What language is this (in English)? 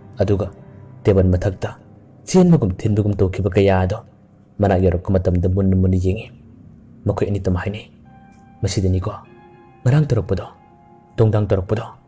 Manipuri